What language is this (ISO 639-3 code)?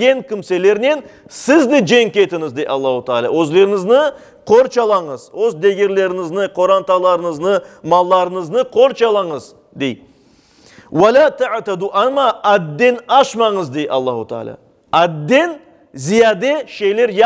crh